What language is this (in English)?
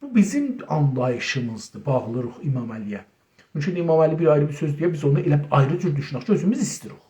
South Azerbaijani